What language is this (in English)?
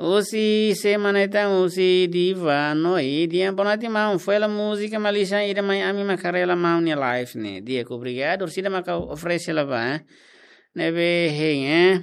Tetum